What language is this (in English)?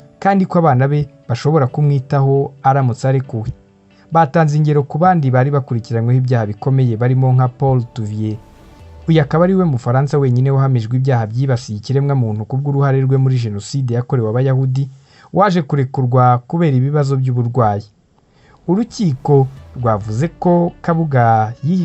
Kinyarwanda